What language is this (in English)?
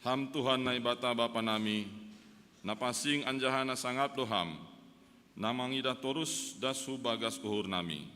Batak Simalungun